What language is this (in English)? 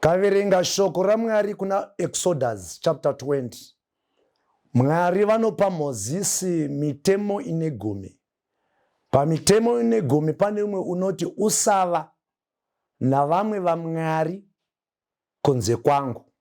Shona